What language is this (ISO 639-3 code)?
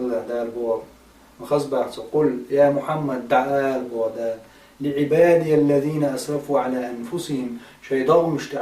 che